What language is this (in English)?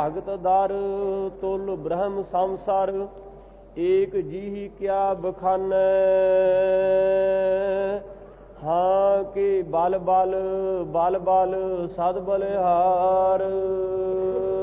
Punjabi